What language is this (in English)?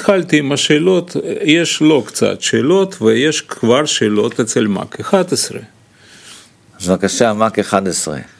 Hebrew